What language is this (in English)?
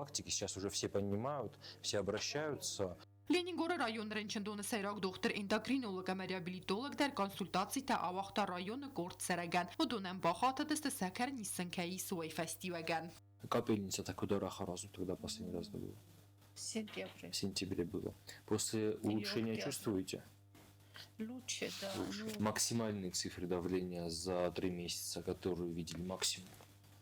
Ossetic